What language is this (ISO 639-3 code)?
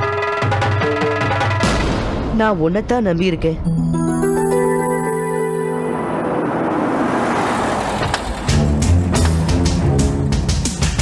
tam